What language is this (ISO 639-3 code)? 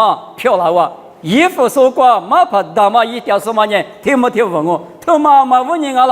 lis